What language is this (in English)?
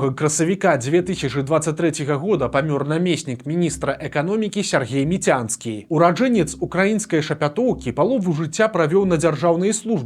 Belarusian